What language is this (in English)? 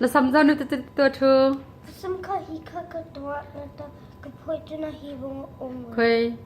Hakha Chin